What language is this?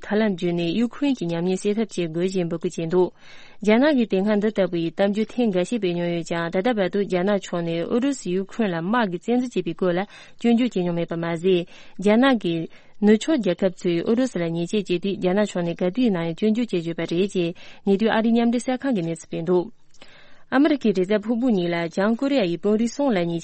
Tibetan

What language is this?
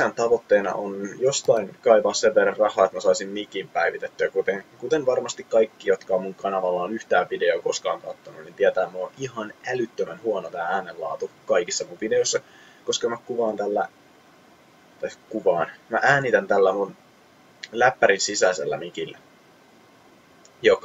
Finnish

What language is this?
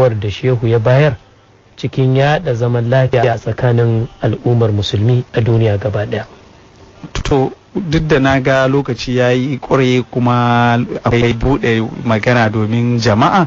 Hausa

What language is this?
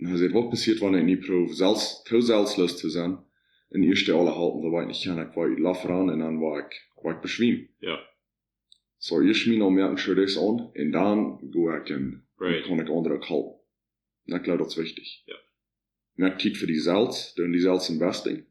Plautdietsch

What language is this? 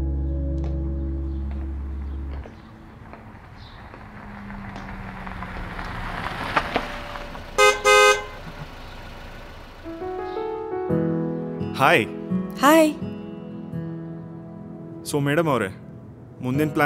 Kannada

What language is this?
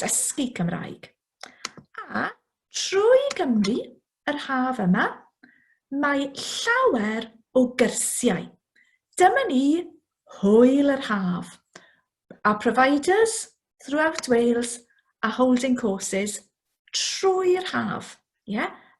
Welsh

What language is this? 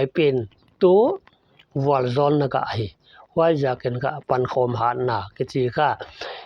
Paite Chin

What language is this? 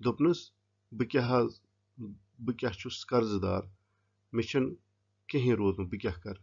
Kashmiri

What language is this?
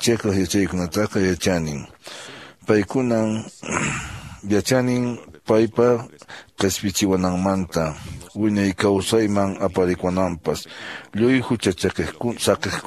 Quechua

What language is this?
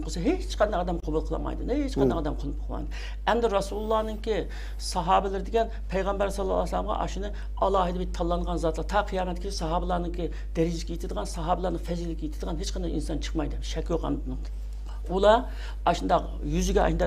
Uyghur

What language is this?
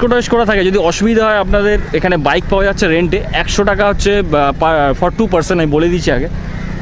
Bangla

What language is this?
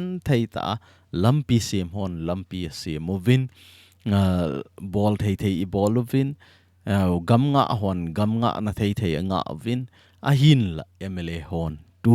Thado Chin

